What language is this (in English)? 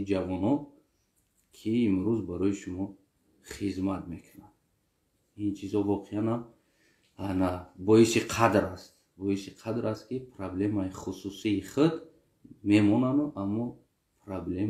Tajik